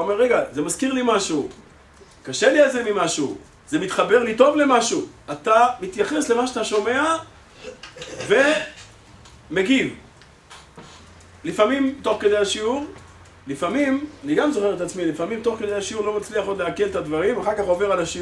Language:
Hebrew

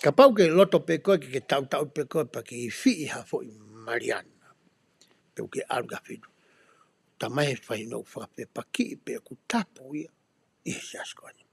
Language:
Tongan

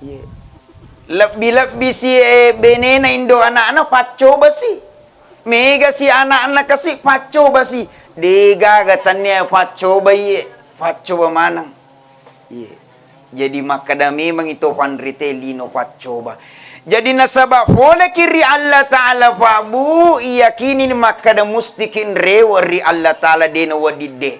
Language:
Buginese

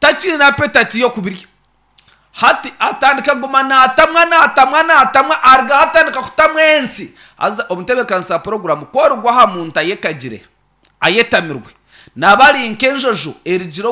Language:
Nyankole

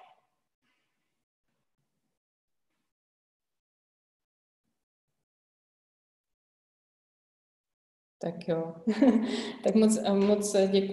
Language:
Czech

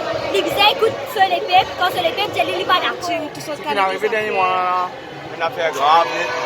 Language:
Morisyen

